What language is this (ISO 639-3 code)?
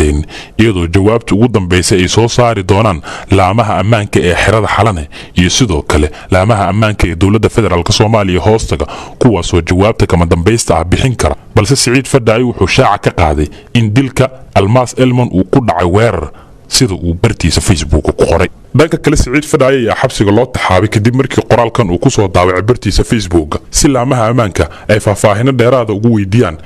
som